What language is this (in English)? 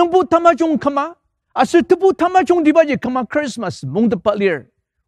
Ao Naga